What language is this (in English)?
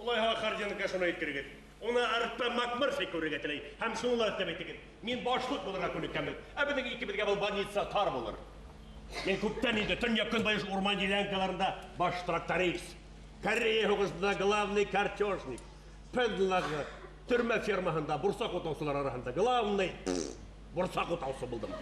Bashkir